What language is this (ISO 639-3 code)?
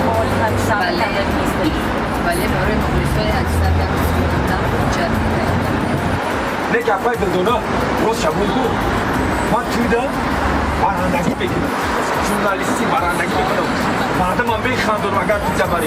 tgk